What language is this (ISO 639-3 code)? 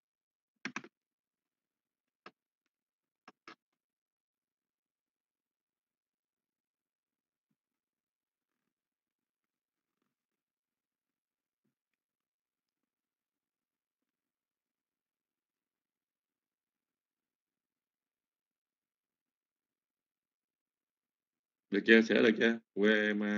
vie